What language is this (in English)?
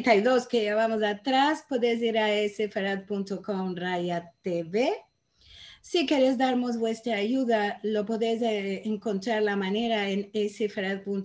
Ladino